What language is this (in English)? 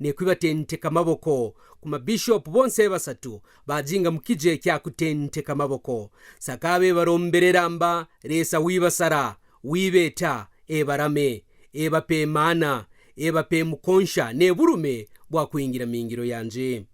Kaonde